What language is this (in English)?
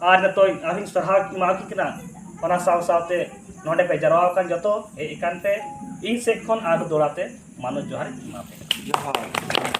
Santali